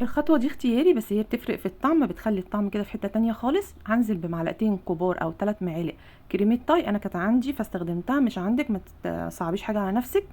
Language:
Egyptian Arabic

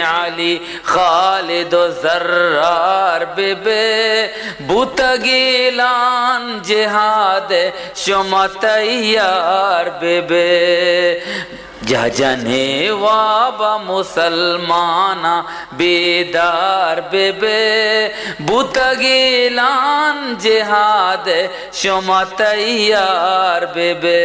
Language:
Eastern Balochi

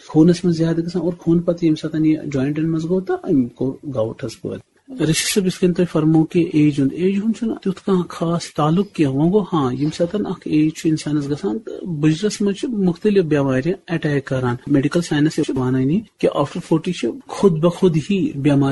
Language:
Kashmiri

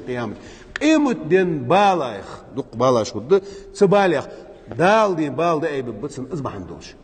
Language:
Chechen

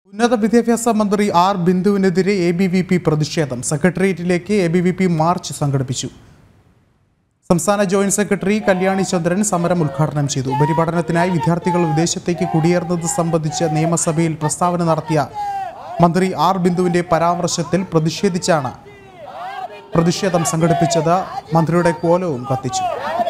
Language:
Malayalam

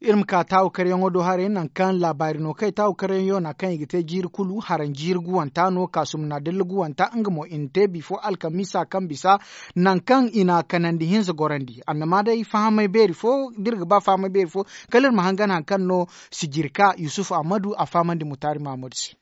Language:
Zarma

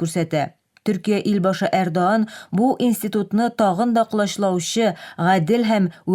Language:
Tatar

